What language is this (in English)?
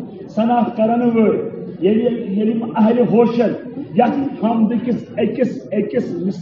Kashmiri